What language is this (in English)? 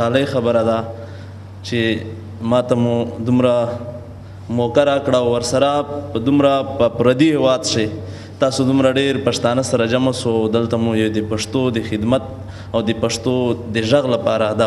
Pashto